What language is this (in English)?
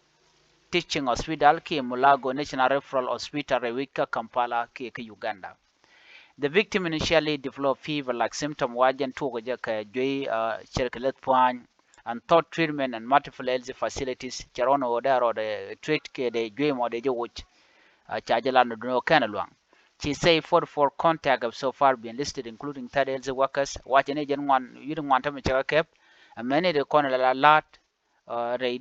Nuer